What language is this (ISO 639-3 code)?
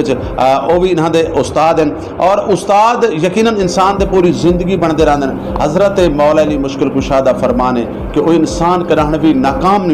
skr